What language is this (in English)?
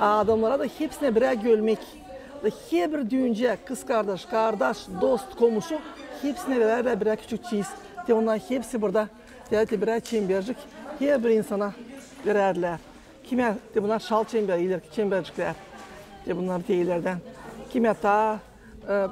Gagauz